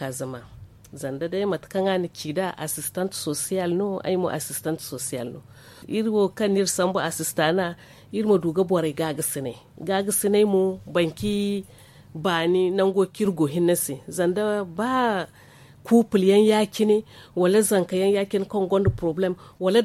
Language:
Zarma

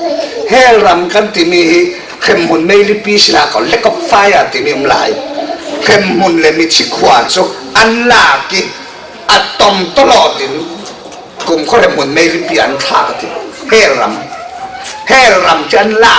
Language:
Falam Chin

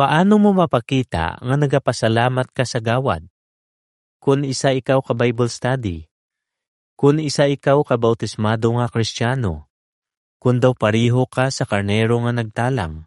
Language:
Hiligaynon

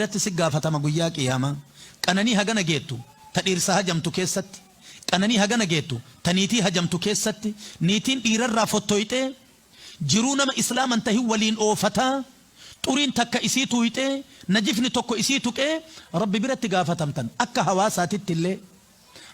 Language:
Oromo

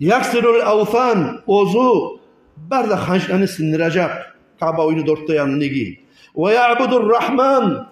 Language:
Kumyk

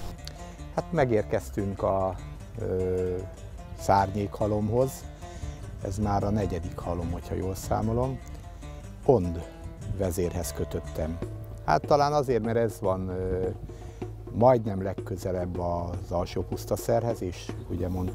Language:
Hungarian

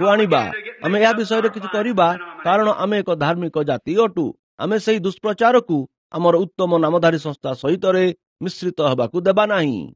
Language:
Odia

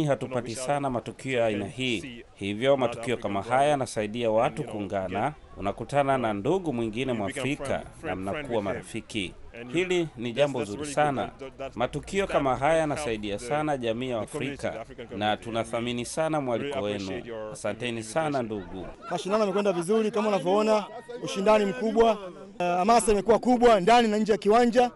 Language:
Swahili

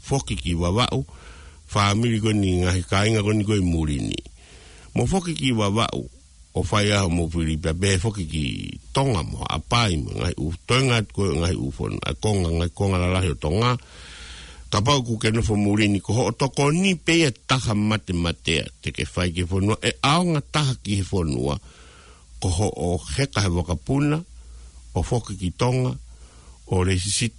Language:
Tongan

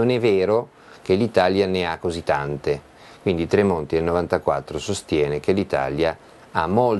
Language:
Italian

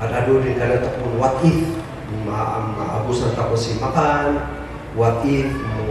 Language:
Kankanaey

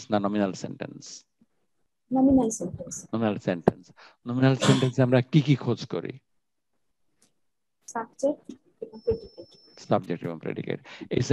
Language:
Bangla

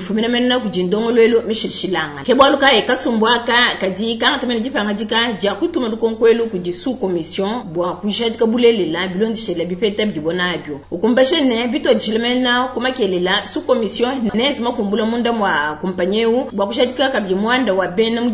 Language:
Luba-Lulua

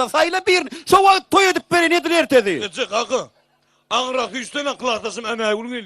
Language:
Turkmen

